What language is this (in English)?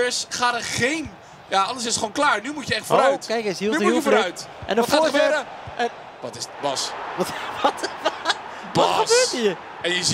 Dutch